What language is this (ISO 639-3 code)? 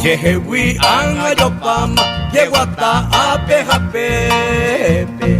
grn